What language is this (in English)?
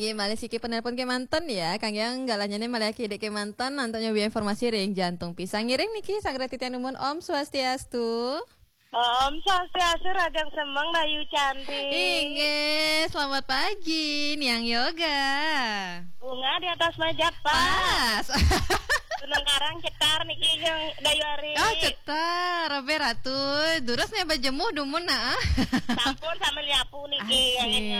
Balinese